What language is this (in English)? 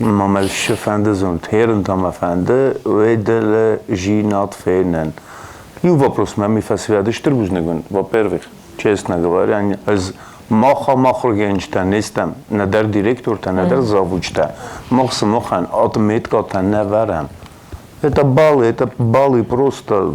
Ossetic